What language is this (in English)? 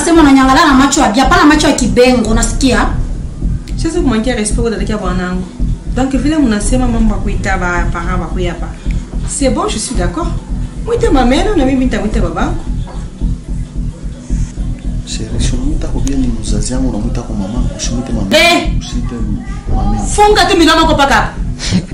Swahili